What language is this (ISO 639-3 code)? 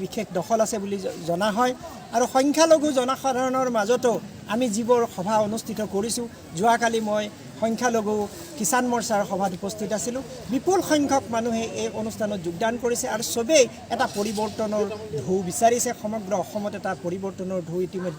asm